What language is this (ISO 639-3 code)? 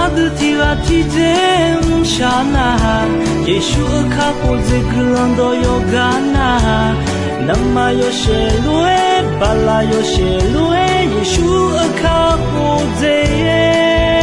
ahk